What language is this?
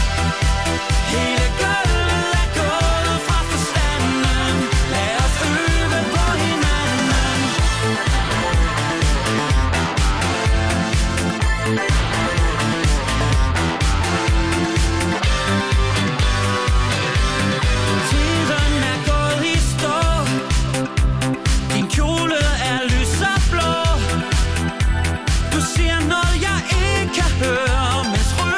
Danish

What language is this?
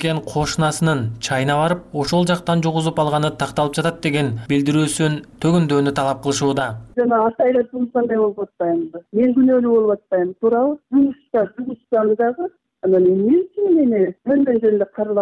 Kyrgyz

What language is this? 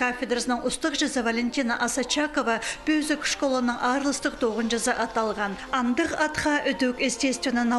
Khakas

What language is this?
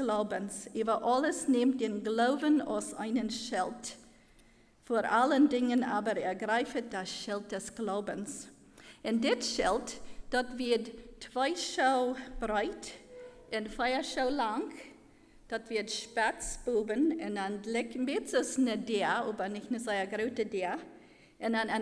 Plautdietsch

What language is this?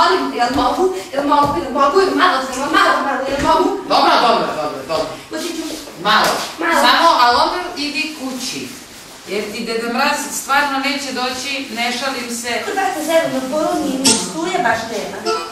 Serbian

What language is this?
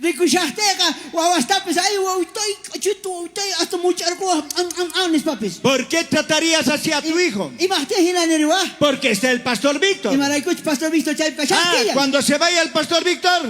South Bolivian Quechua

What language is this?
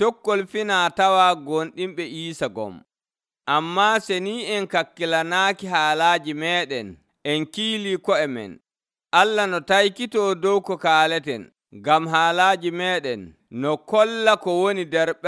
Nigerian Fulfulde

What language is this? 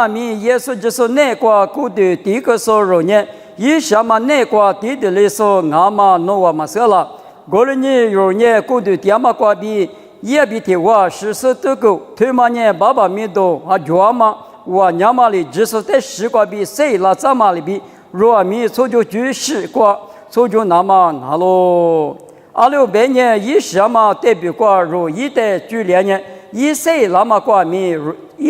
Lisu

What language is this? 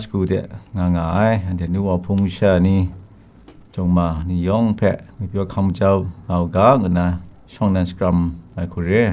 Kachin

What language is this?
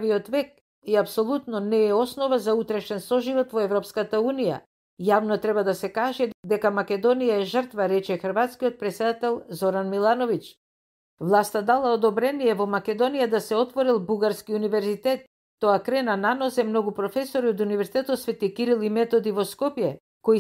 Macedonian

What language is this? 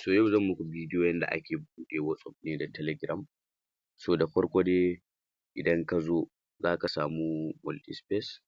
Hausa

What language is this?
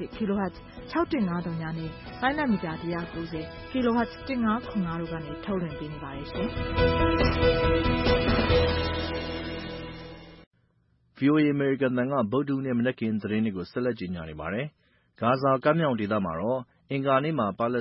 Burmese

